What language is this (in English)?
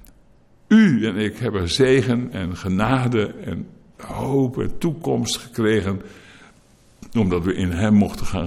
Dutch